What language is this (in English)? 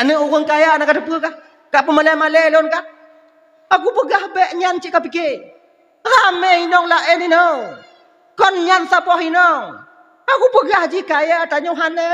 Achinese